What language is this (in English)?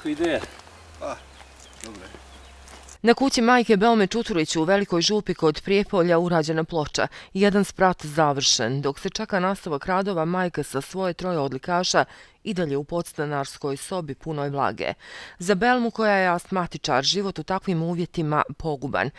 Bosnian